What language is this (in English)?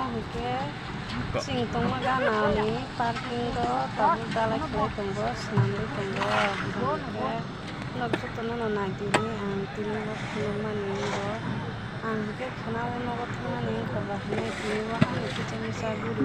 Kok Borok